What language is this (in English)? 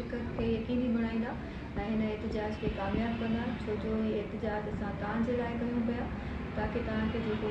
Sindhi